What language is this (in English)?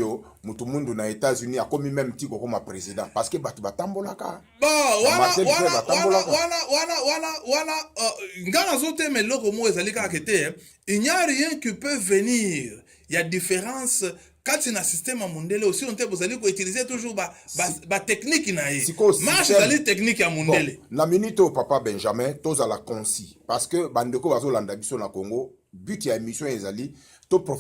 Lingala